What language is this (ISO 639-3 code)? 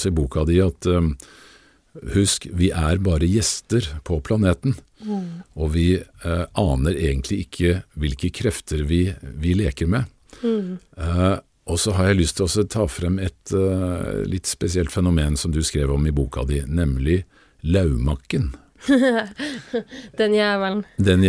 nor